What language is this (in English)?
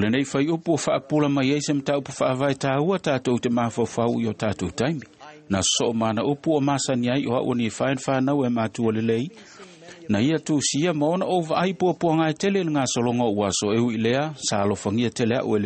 Samoan